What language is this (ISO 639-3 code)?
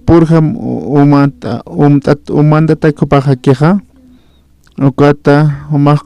aym